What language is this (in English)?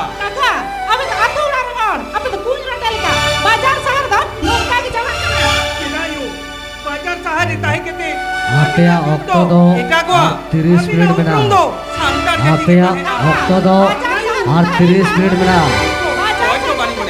Santali